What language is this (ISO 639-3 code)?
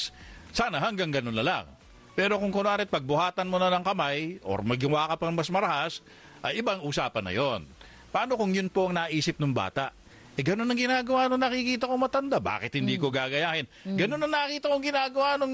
fil